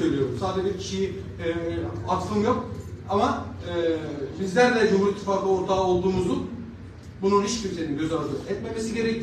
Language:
Turkish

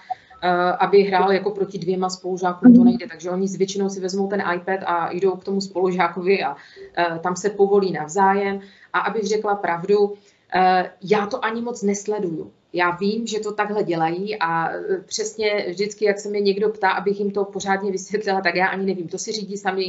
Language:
Czech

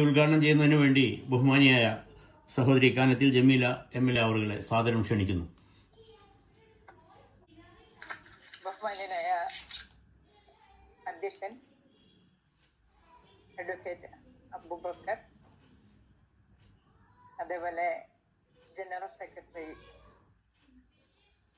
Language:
Malayalam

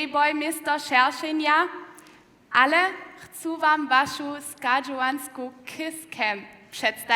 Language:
Upper Sorbian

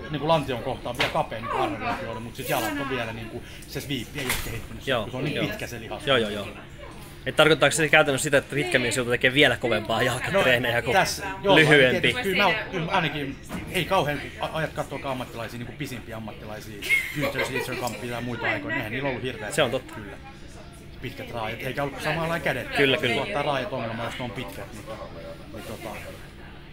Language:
Finnish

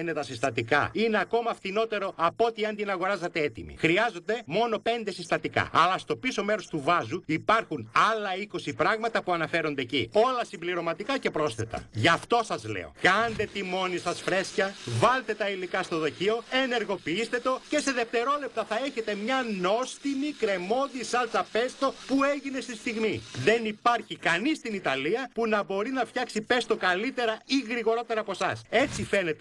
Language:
Greek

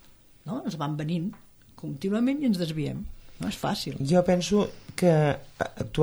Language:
Catalan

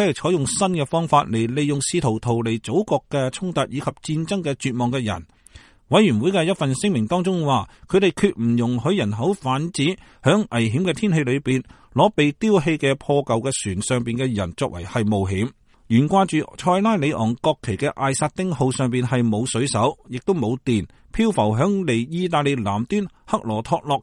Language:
Cantonese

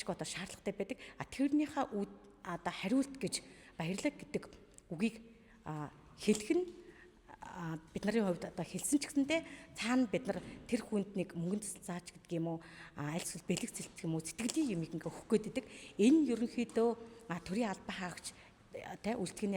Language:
Mongolian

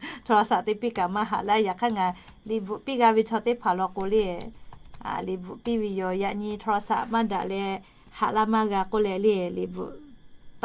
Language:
Lahu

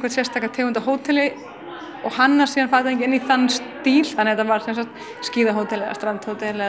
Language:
Icelandic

